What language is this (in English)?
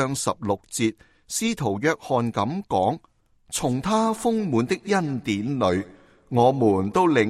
Cantonese